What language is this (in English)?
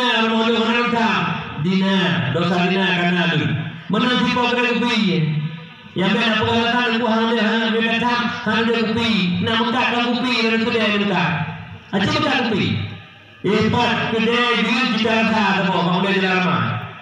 Achinese